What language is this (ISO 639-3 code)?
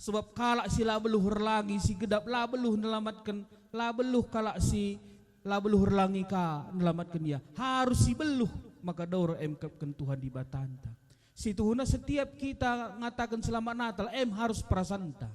btx